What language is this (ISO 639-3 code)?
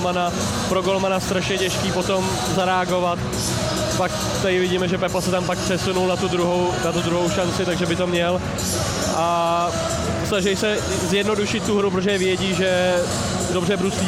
ces